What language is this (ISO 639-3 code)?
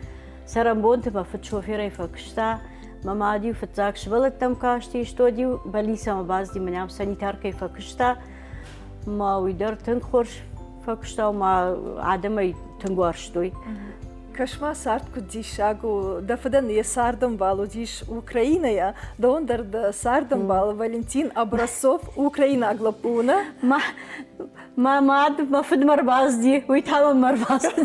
oss